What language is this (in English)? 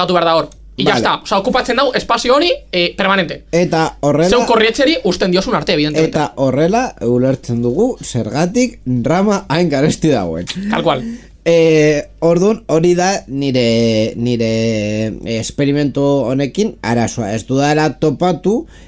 Basque